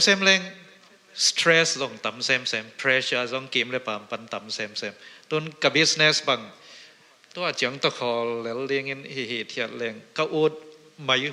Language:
Tedim Chin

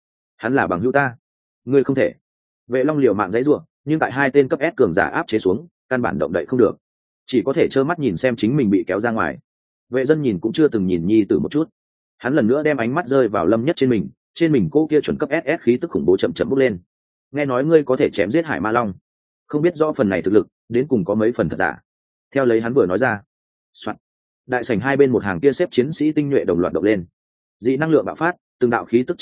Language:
Vietnamese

